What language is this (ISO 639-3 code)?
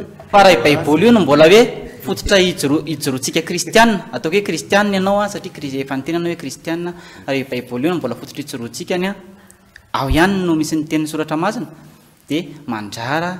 mlg